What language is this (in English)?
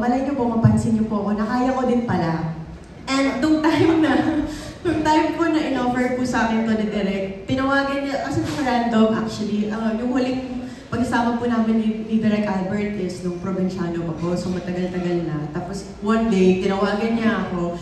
Filipino